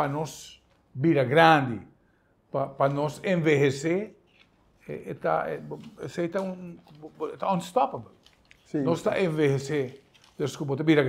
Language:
Papiamento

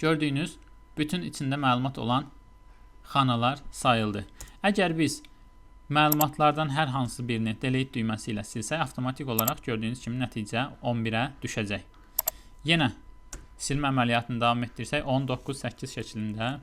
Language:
Azerbaijani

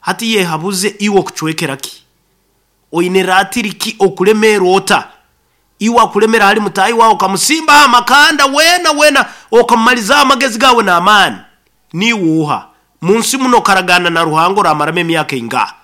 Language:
Nyoro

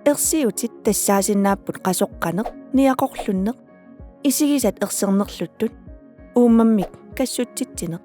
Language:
Kalaallisut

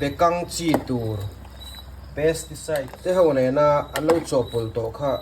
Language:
Mizo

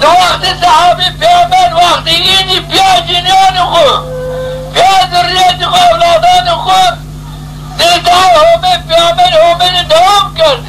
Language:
Zaza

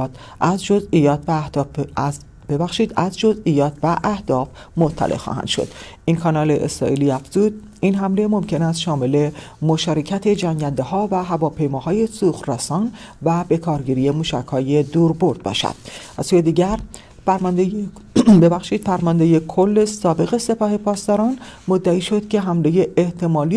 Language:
Persian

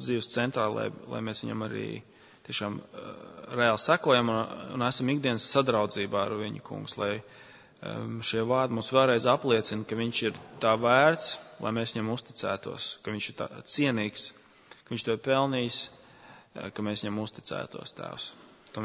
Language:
Latvian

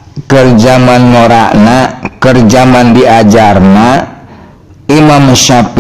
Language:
Sundanese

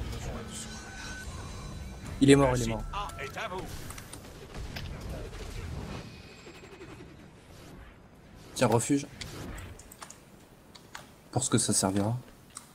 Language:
French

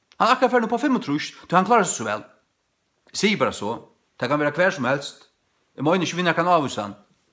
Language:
Faroese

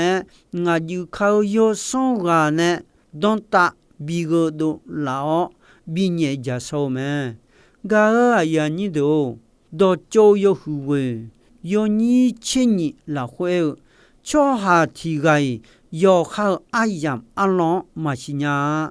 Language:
Akha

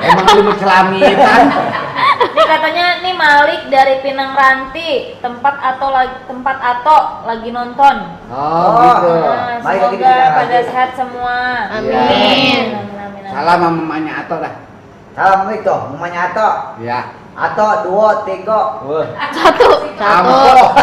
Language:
Betawi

